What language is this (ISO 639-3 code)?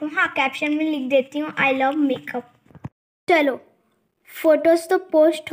hin